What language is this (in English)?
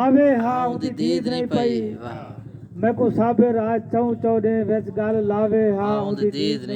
Saraiki